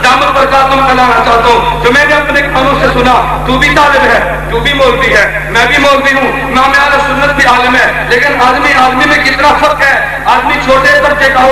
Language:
Urdu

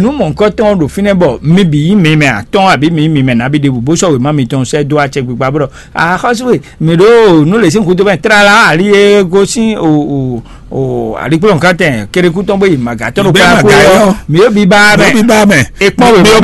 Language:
Fon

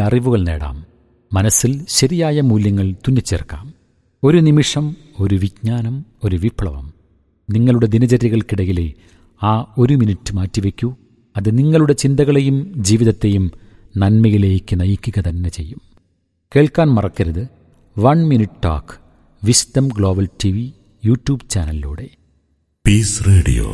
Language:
Malayalam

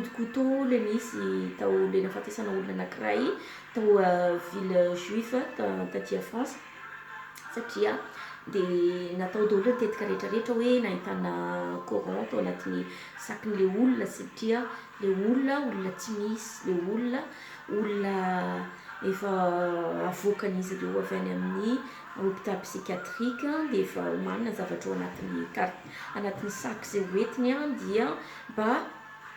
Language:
Malagasy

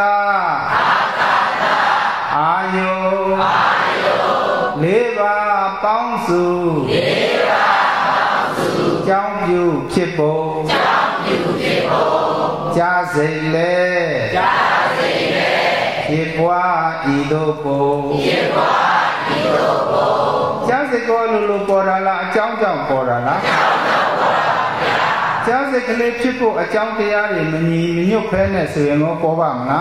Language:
Burmese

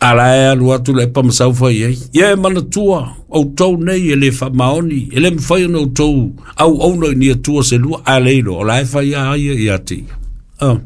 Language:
Samoan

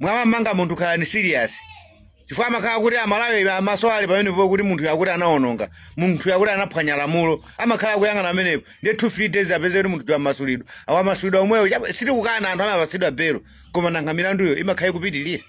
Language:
Nyanja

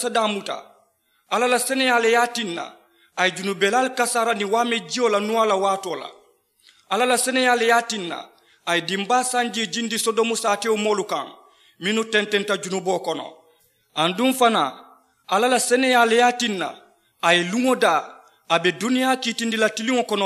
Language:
Mandingo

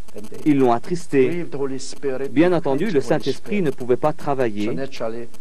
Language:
French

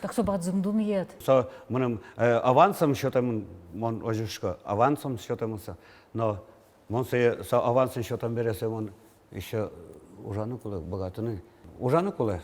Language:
Udmurt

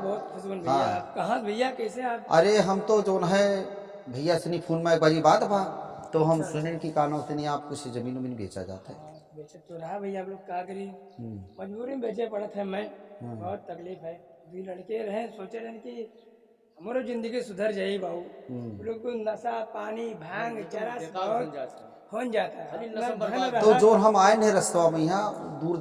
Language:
Awadhi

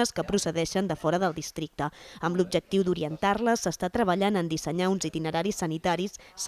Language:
Catalan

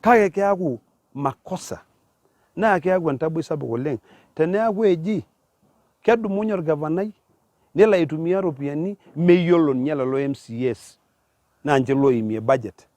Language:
Masai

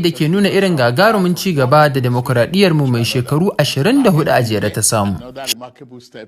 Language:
Hausa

